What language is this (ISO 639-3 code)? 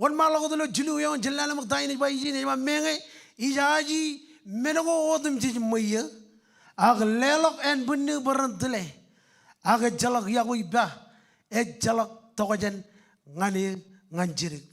mah